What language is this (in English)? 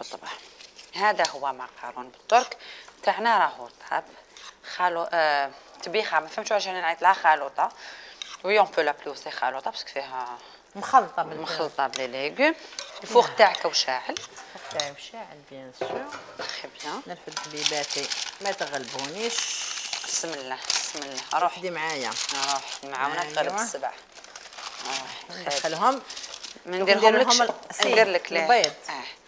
Algerian Arabic